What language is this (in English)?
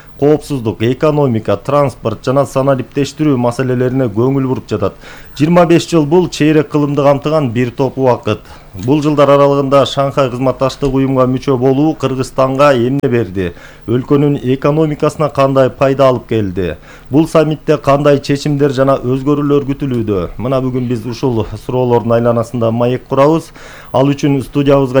Kyrgyz